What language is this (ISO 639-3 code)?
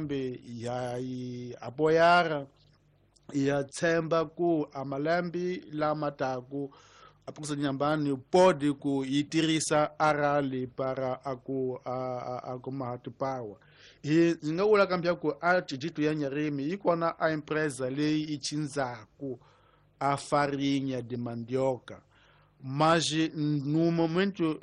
tso